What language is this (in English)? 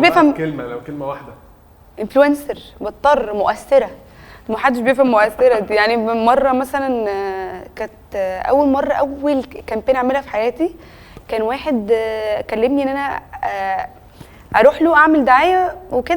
Egyptian Arabic